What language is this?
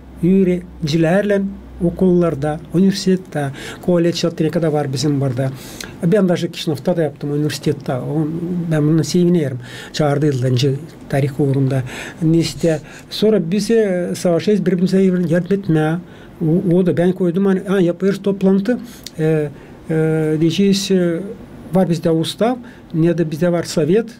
Gagauz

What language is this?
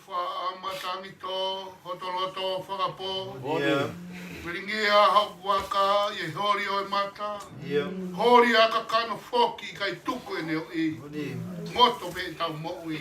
Tongan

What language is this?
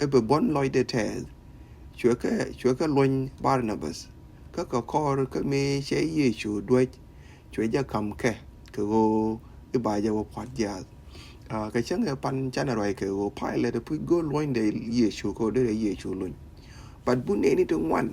Nuer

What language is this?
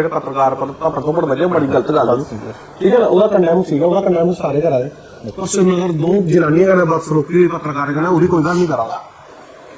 Dogri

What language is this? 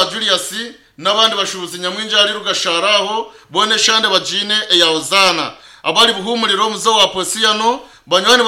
Nyankole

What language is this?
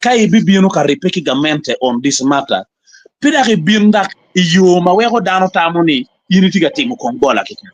Acoli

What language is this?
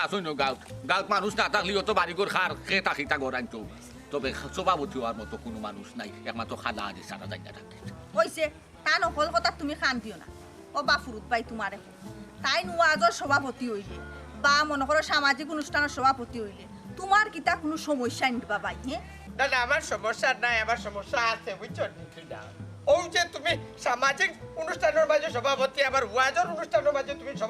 Sylheti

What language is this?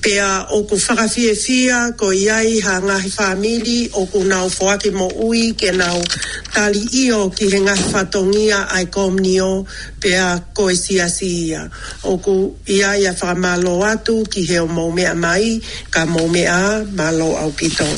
Tongan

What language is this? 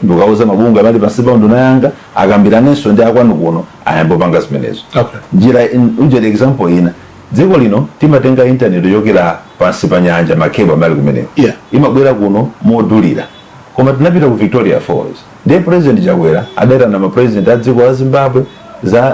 Nyanja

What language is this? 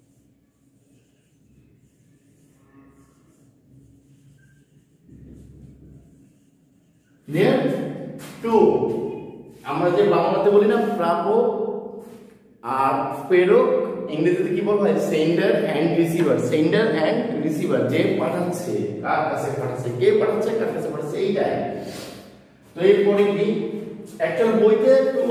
Bangla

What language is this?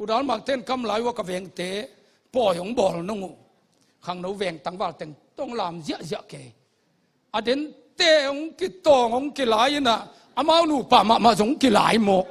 Tedim Chin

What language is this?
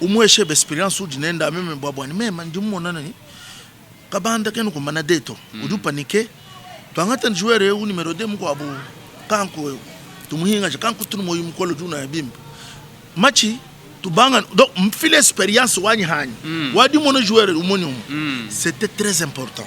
Luba-Lulua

